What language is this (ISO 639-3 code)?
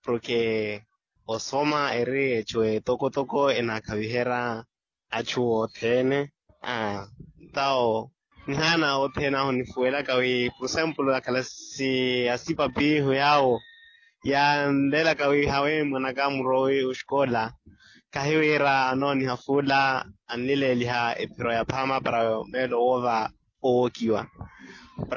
vmw